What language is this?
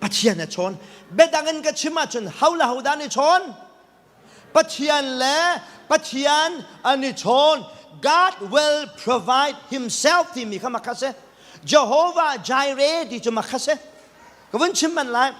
Hakha Chin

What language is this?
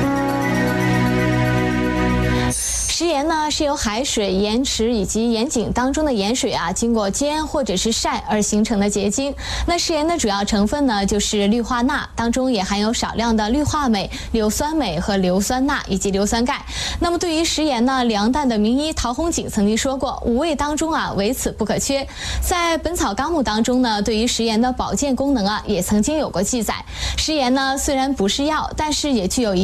Chinese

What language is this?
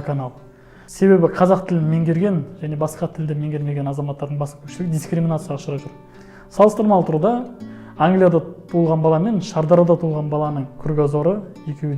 Kazakh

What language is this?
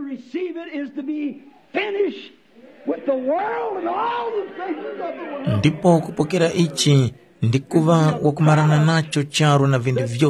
Tumbuka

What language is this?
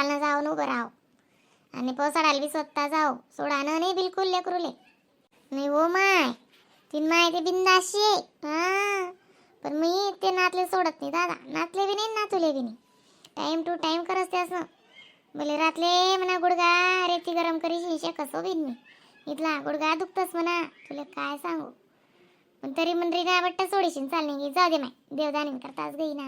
Khandesi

